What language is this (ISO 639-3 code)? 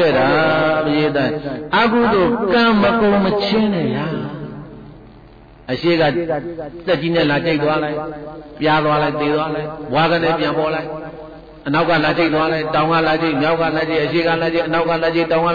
mya